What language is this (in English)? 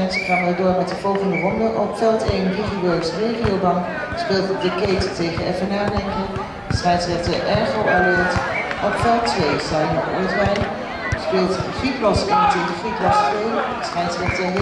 Dutch